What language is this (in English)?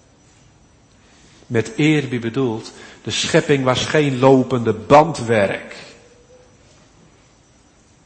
Dutch